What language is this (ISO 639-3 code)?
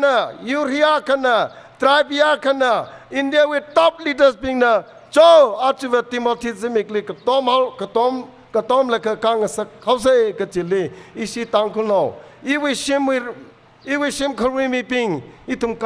nmf